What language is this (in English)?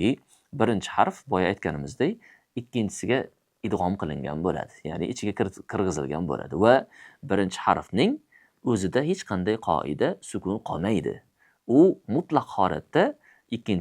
Uzbek